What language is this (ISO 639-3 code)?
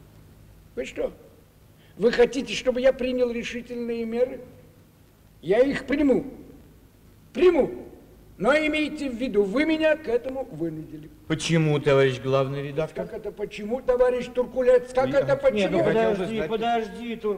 rus